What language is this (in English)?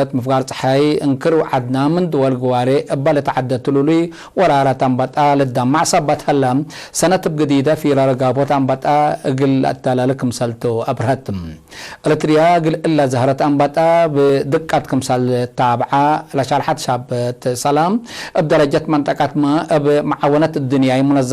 Tigre